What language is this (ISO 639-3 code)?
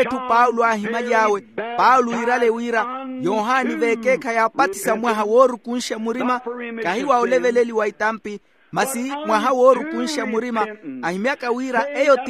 vmw